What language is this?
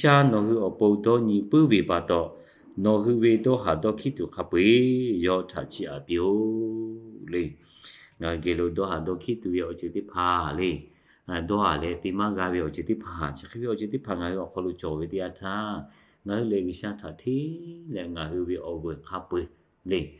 Lahu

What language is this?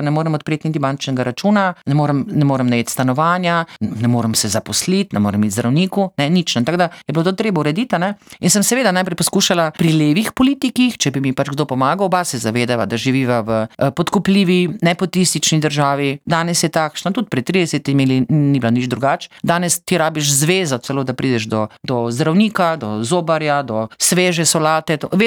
Slovenian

